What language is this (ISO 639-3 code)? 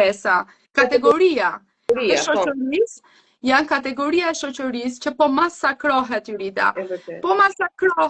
sqi